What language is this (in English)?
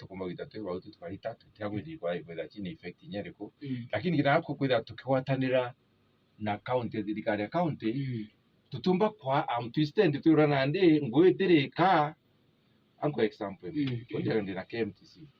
Meru